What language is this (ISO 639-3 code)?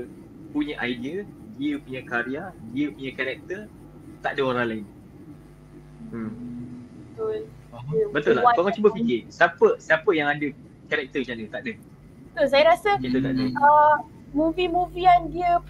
msa